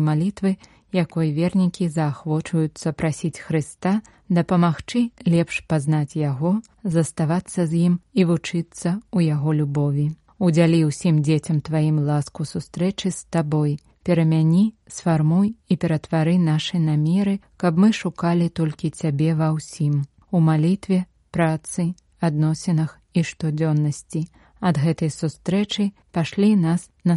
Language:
Belarusian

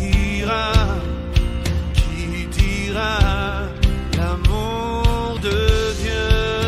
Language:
French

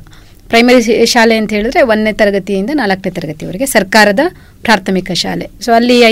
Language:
Kannada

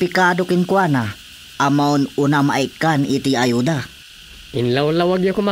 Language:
Iloko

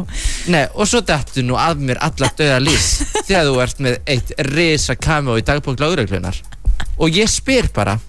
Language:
Icelandic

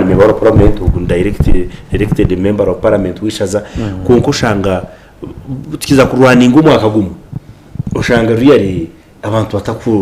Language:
Nyankole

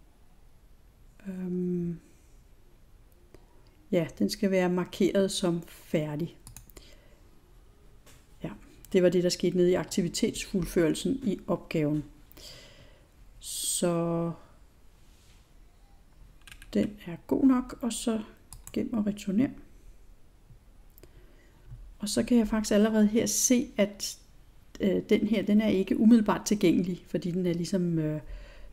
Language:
Danish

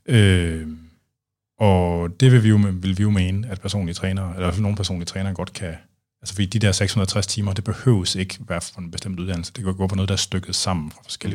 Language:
Danish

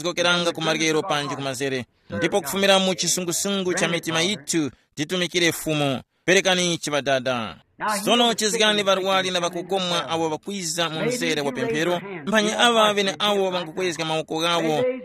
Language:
Tumbuka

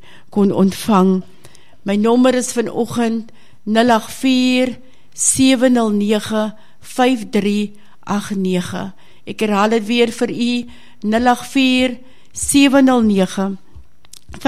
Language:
Afrikaans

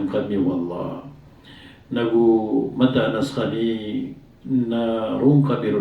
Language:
Maranao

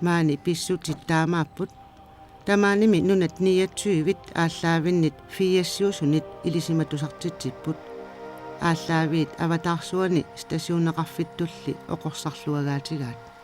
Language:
Kalaallisut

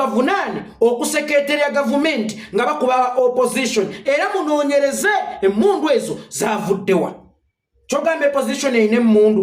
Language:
Ganda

